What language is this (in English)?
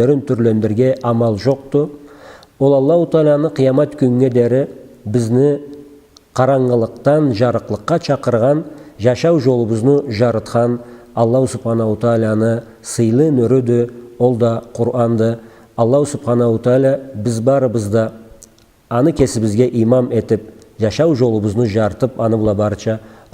Karachay-Balkar